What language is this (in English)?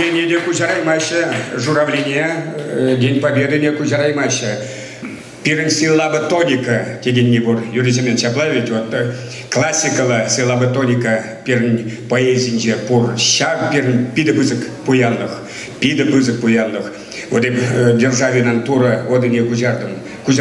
Chuvash